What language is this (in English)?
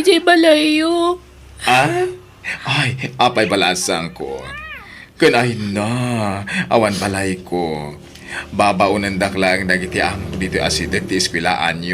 Iloko